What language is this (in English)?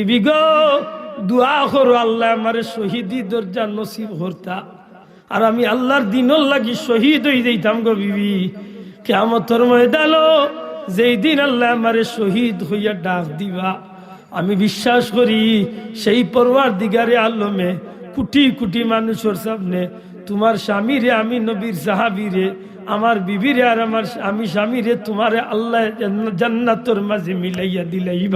Sylheti